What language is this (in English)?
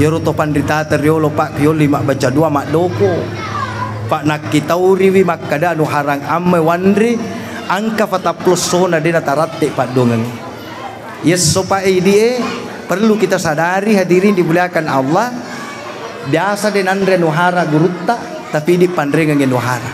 Buginese